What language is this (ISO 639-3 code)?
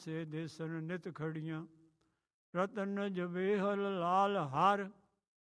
pan